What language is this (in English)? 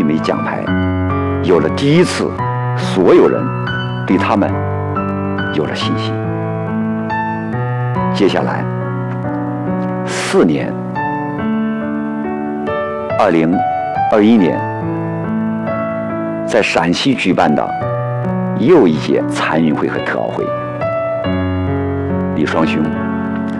Chinese